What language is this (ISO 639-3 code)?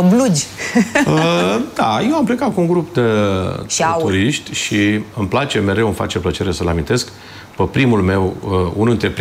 ron